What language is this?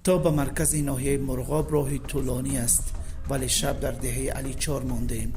Tajik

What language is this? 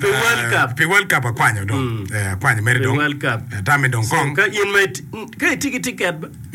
Acoli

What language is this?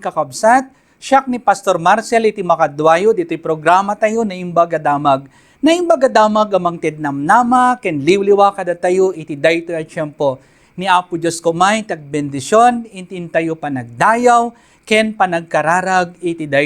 Iloko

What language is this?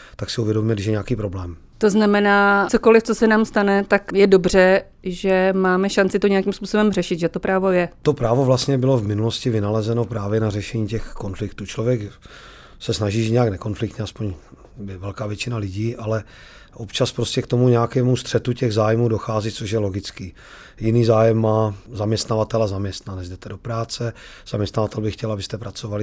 Czech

